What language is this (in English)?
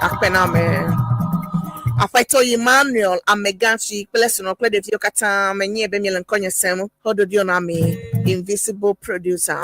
Ewe